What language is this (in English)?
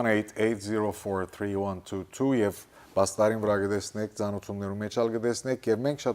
Western Armenian